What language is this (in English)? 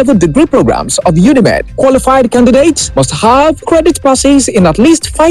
Yoruba